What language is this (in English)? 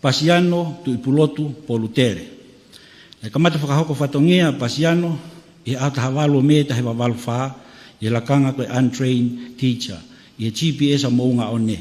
Tongan